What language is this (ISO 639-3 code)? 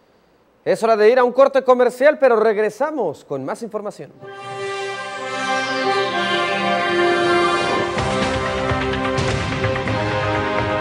spa